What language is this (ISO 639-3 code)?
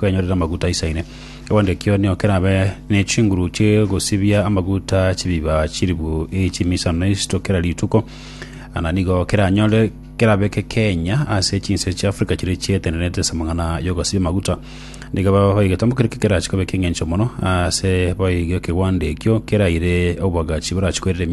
guz